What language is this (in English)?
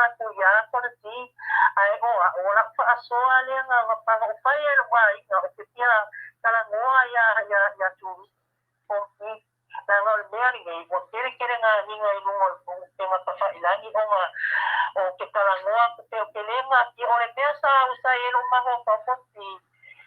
Samoan